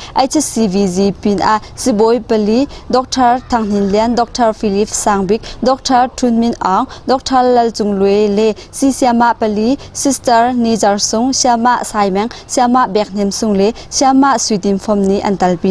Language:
Hakha Chin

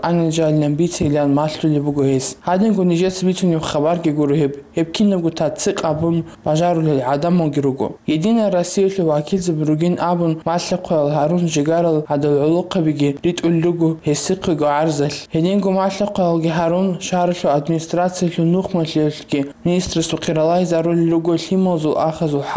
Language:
Avaric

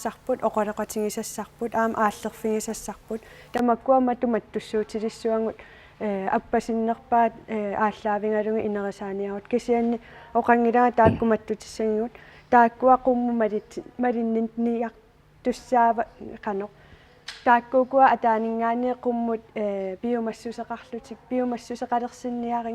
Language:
Kalaallisut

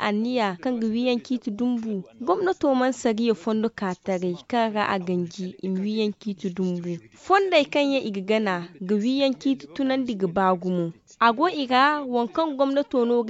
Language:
Zarma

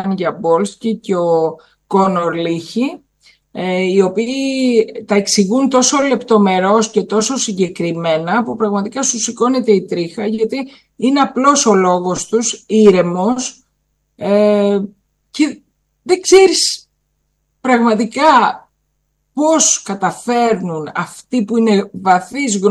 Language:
Greek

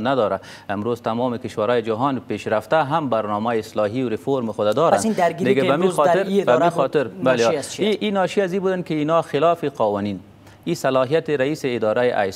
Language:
Persian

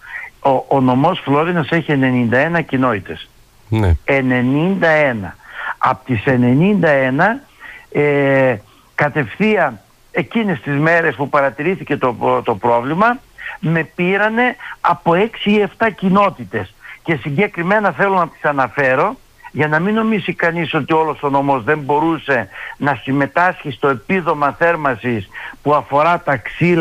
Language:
Greek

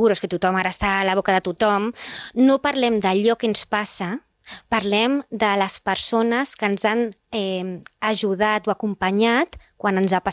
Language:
Catalan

